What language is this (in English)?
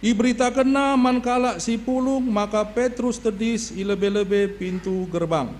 Batak Karo